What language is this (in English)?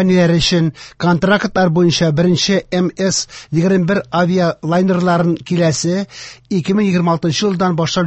Tatar